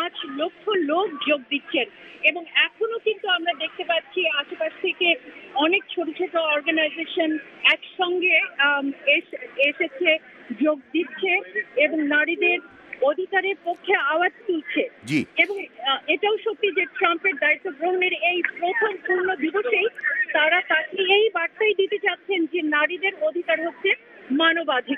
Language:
Bangla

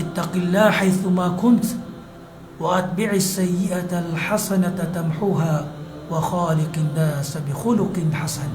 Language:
Maranao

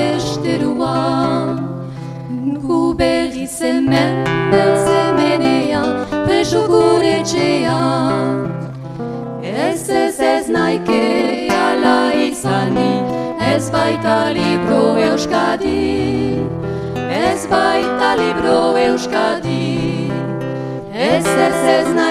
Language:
Basque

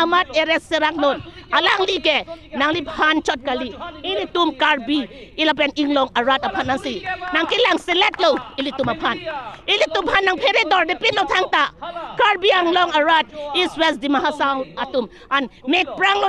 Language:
Karbi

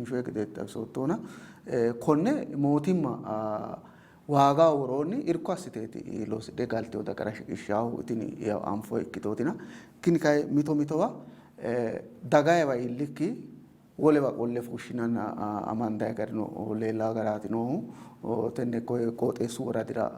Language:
Sidamo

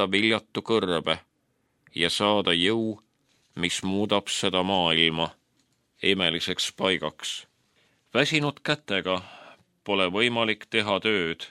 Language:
Estonian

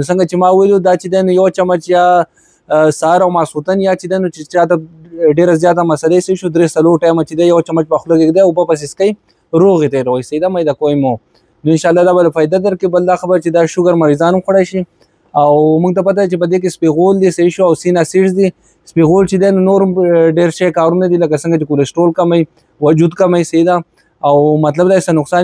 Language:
Pashto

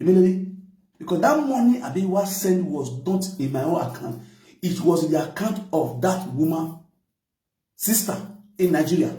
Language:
Nigerian Pidgin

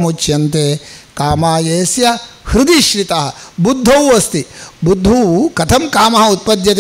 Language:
Sanskrit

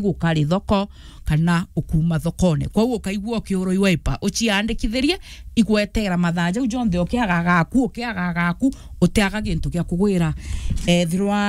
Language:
Meru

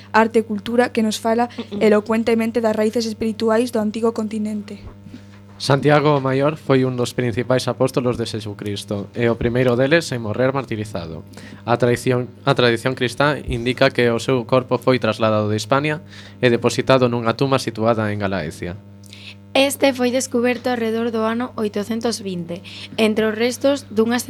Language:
Galician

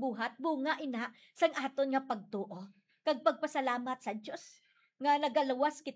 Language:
Hiligaynon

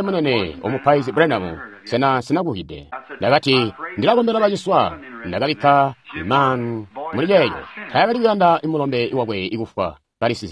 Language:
Tonga (Zambia)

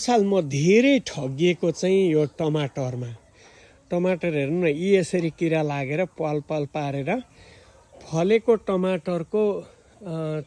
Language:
Nepali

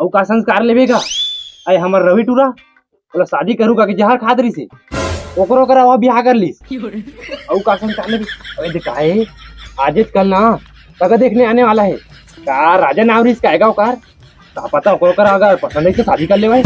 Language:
Chhattisgarhi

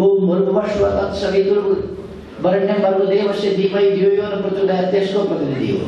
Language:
Nepali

